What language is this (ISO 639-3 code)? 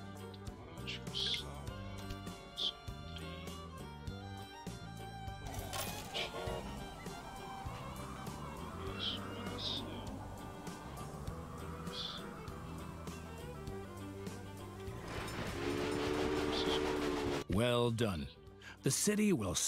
por